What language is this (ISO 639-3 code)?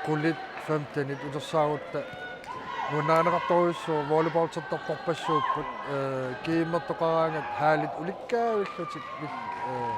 kal